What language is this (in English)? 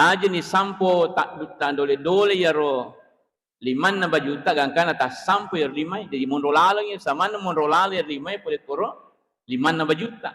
Buginese